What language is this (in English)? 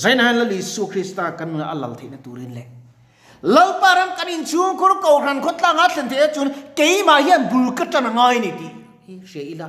Mizo